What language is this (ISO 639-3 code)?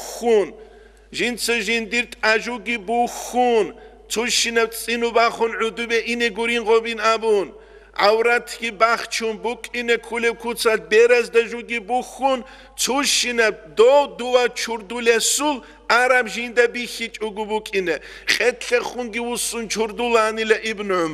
ava